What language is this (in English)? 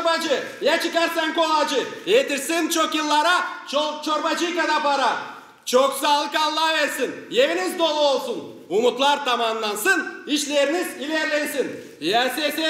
Gagauz